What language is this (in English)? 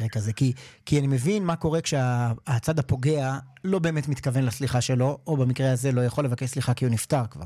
Hebrew